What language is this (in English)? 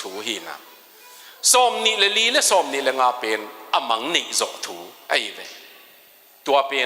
Tedim Chin